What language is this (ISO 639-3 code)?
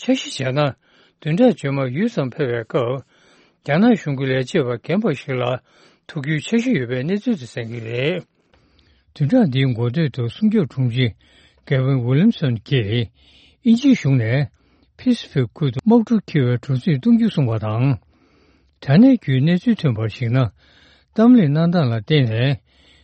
bod